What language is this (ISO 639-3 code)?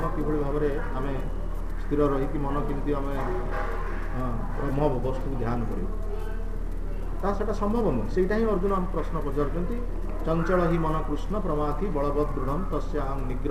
ori